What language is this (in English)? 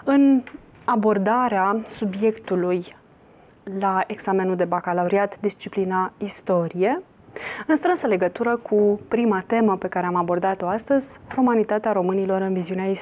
Romanian